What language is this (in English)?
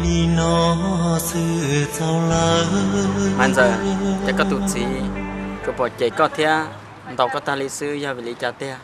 Hmong